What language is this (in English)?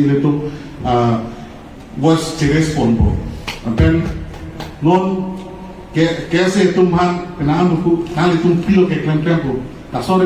Karbi